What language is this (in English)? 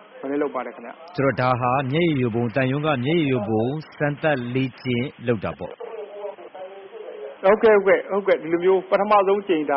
Burmese